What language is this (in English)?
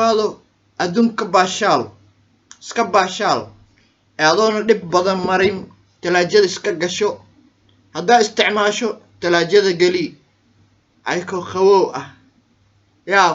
Somali